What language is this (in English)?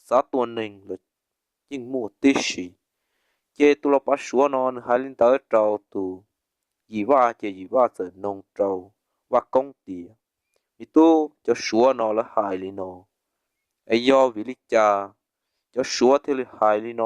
Hmong